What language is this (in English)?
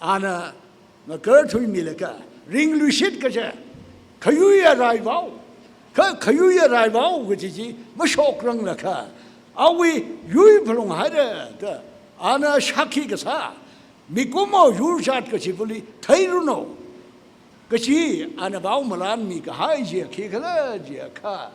Tangkhul Naga (India)